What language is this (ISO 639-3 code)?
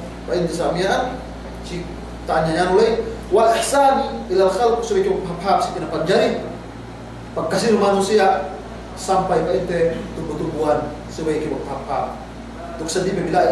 yka